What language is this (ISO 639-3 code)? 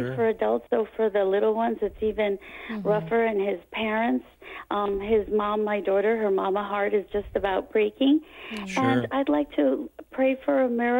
eng